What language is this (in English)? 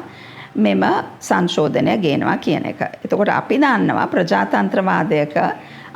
Sinhala